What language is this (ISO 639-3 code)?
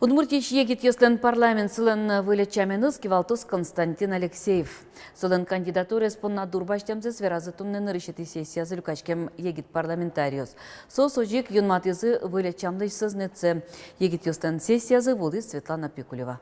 udm